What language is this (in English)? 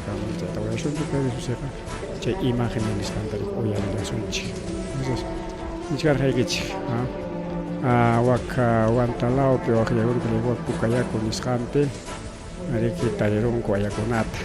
Ayacucho Quechua